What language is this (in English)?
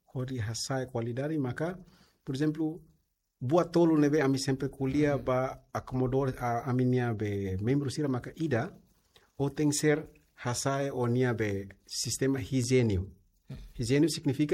Tetum